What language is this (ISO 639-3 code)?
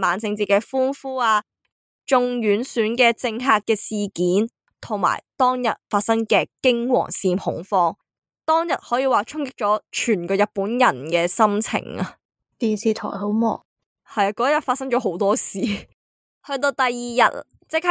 yue